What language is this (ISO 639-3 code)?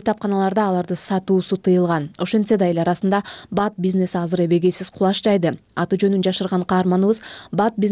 kir